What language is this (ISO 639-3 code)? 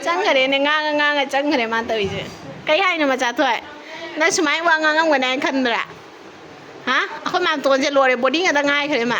mni